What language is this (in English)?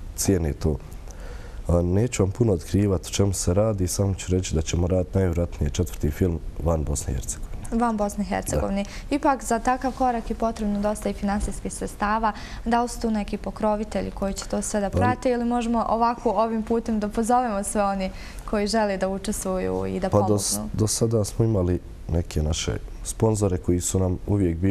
Bosnian